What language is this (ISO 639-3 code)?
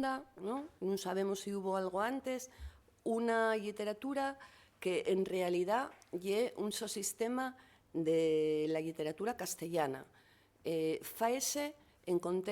ast